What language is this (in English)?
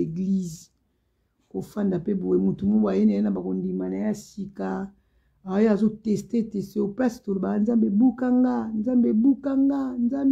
Lingala